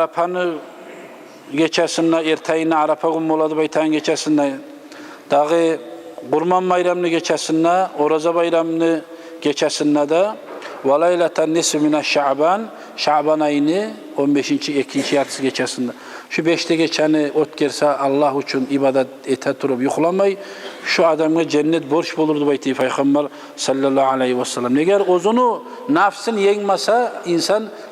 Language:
Kumyk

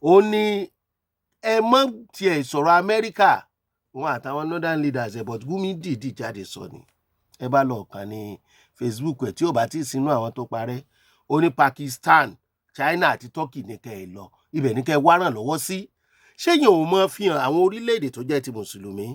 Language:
Yoruba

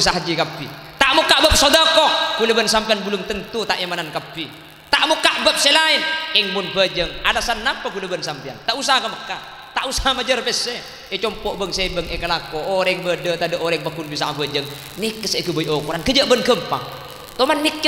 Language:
Madurese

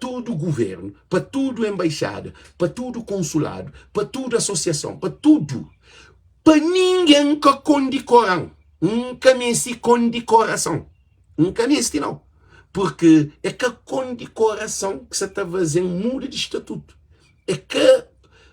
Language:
Kabuverdianu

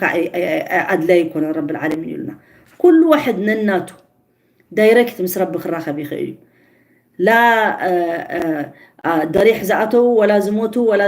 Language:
Tigrinya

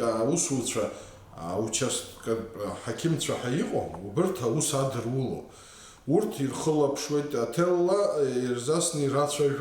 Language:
Abkhazian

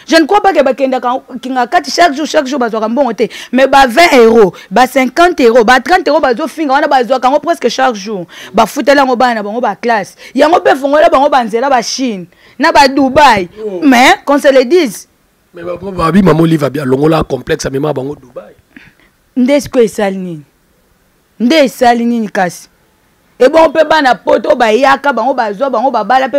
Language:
Lingala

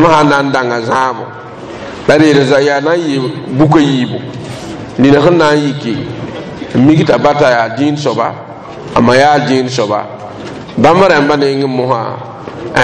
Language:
Mossi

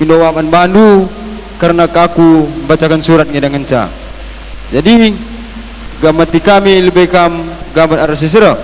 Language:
Batak Karo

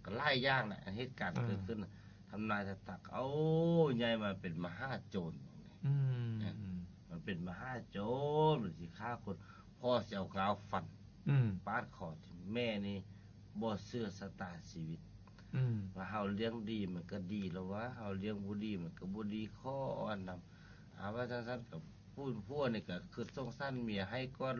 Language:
Lao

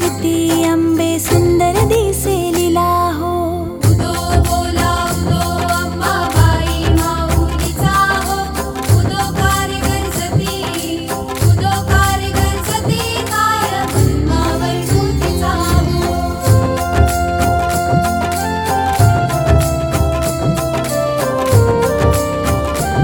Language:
Marathi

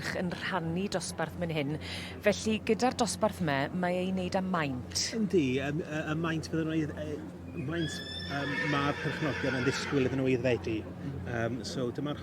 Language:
Welsh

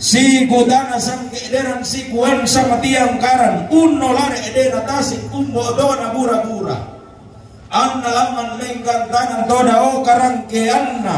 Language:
Toraja-Sa'dan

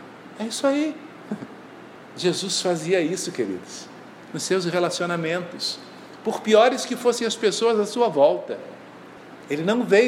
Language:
Portuguese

